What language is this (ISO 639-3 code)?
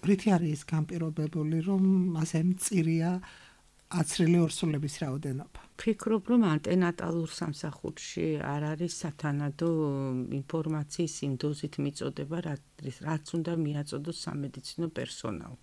kat